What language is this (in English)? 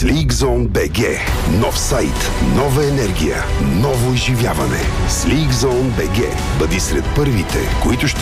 Bulgarian